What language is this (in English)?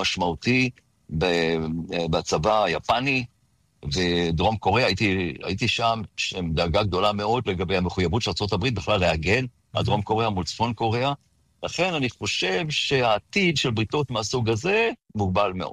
Hebrew